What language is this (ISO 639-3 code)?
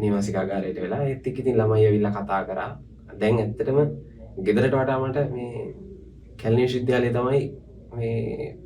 sin